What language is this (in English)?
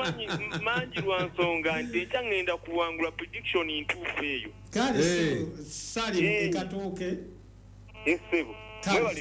Ganda